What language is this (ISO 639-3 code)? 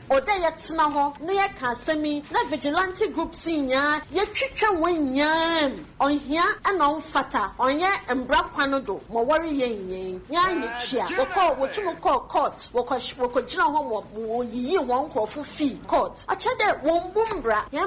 aka